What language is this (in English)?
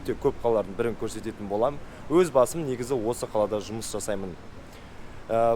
Kazakh